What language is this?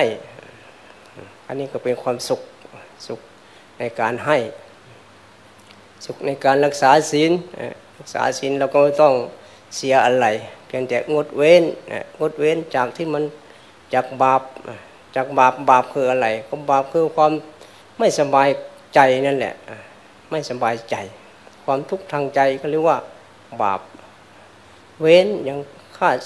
Thai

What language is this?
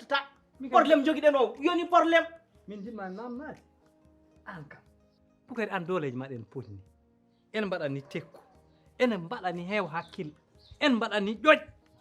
Fula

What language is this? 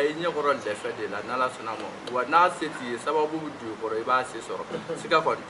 Bambara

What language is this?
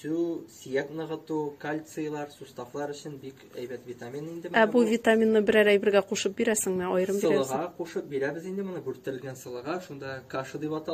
Tatar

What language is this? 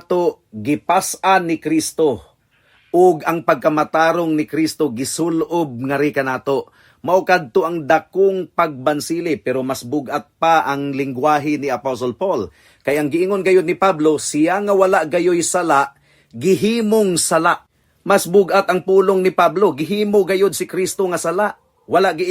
Cebuano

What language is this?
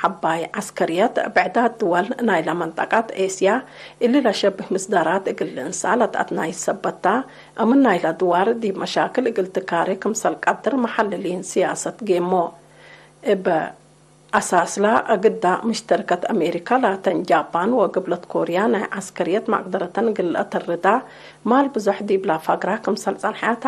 Tigre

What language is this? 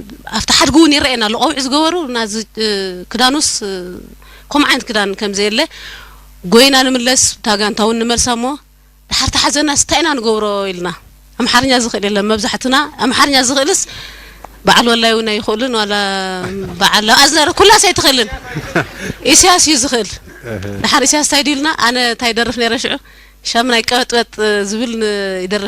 Tigrinya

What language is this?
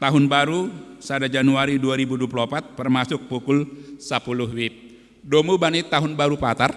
Batak Simalungun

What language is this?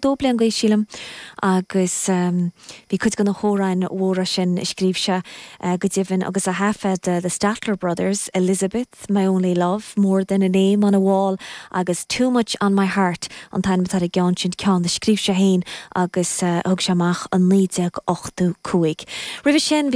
Irish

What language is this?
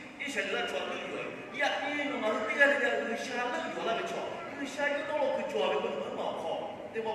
Lahu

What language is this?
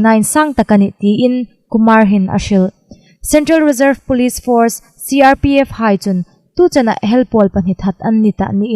Hmar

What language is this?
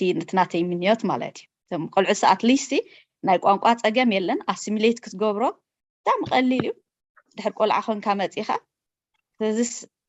Tigrinya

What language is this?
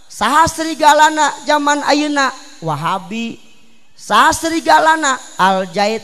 Sundanese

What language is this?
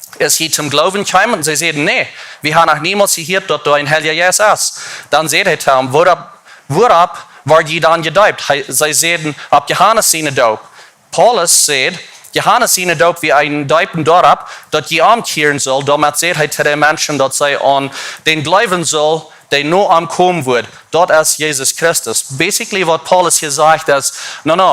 Plautdietsch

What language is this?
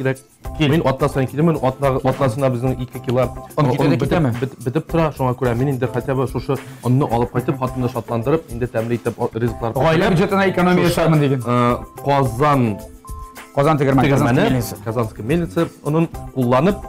Tatar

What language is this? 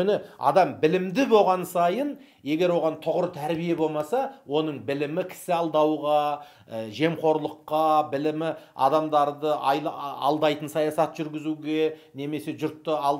Kazakh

